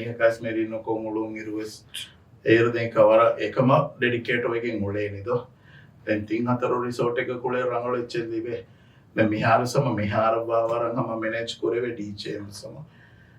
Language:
Divehi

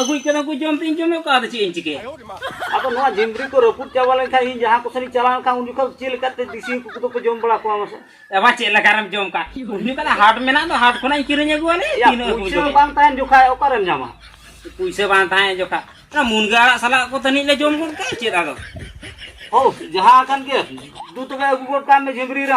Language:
Santali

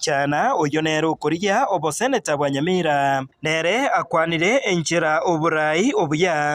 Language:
Gusii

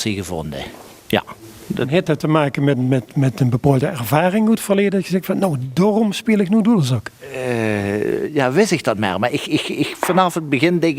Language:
Limburgish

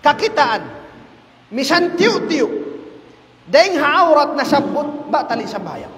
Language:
Tausug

